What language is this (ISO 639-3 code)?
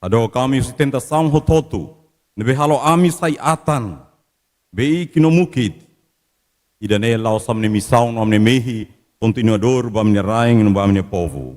tet